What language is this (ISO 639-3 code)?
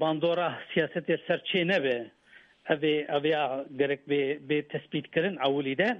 kur